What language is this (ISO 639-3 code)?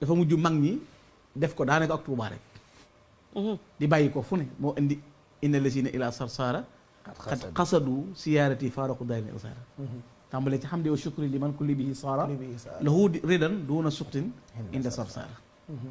wol